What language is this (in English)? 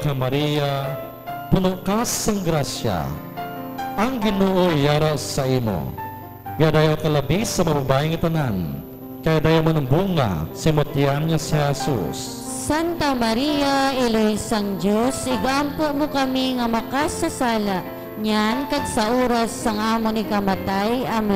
Hiligaynon